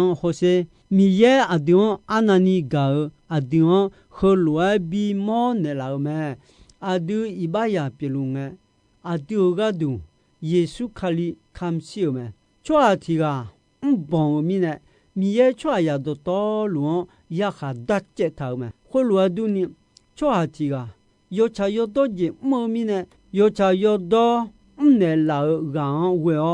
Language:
Akha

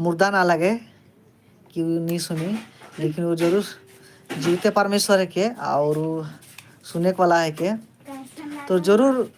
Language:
Sadri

